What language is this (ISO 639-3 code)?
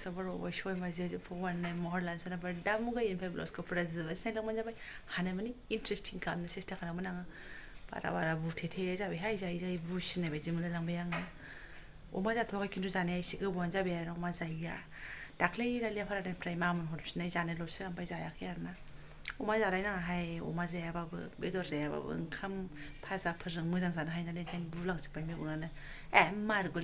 brx